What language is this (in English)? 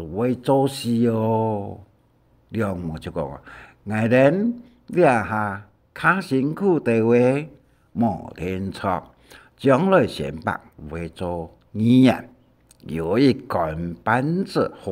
Hakka Chinese